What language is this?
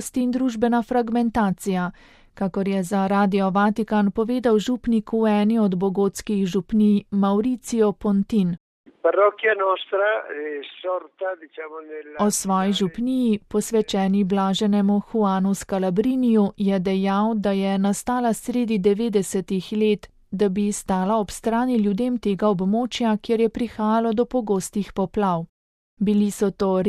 Slovenian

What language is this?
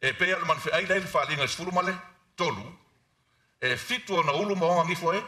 Samoan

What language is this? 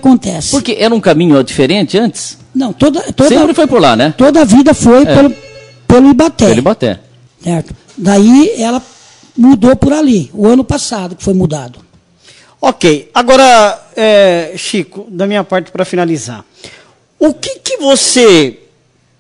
Portuguese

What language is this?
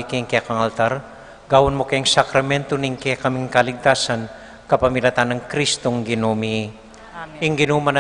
Pampanga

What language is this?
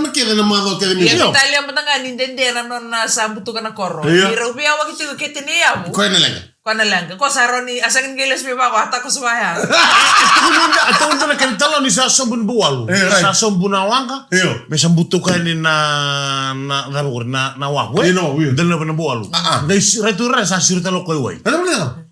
Fijian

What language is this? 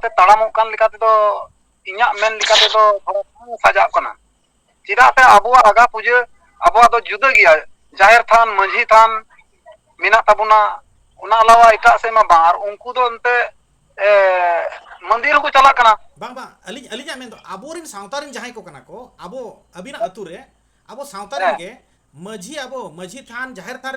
Santali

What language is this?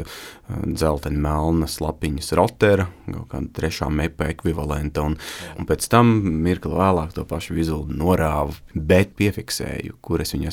Latvian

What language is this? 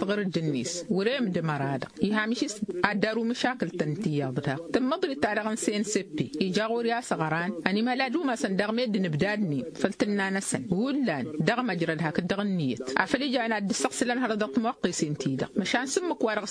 Tamasheq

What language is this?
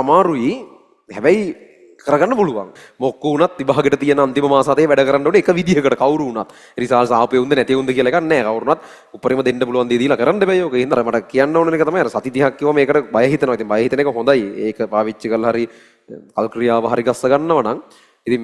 Sinhala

